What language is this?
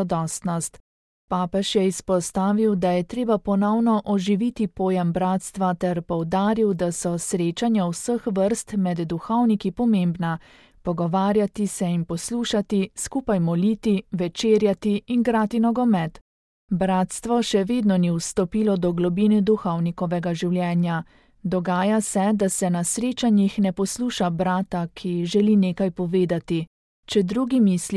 Slovenian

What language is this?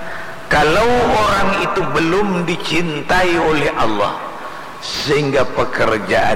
Banjar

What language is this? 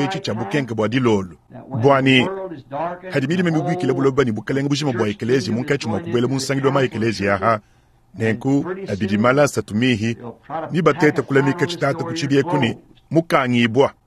Luba-Lulua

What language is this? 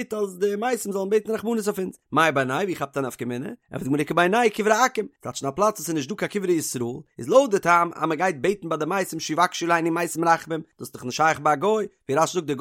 Yiddish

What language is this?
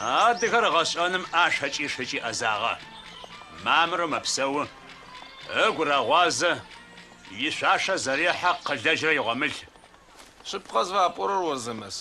Adyghe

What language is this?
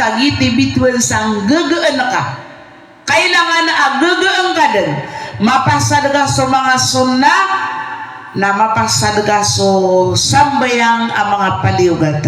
Maranao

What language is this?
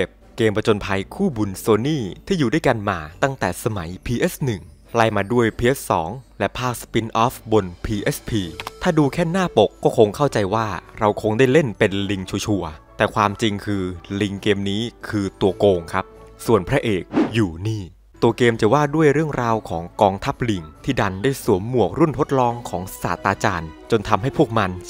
Thai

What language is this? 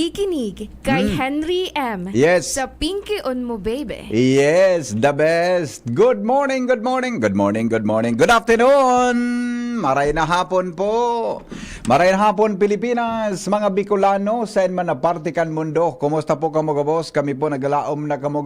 Bikol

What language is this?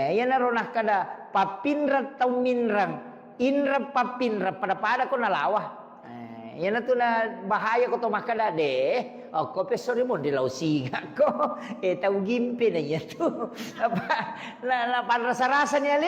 Buginese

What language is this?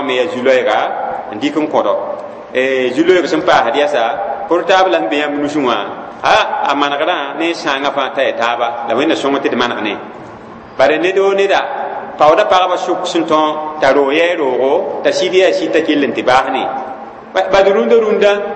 Mossi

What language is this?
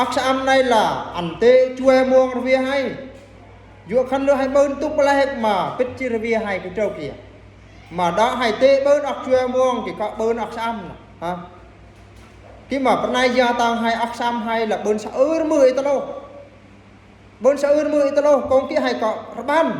Eastern Bru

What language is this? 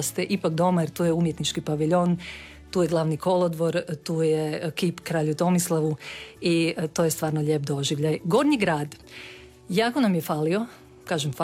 Croatian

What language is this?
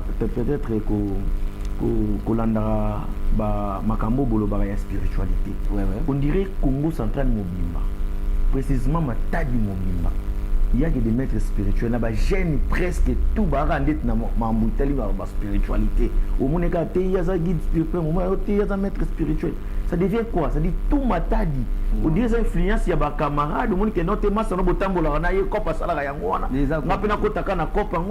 Lingala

